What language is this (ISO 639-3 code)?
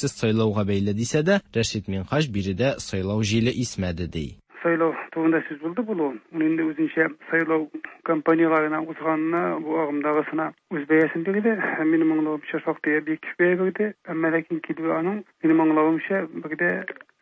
tat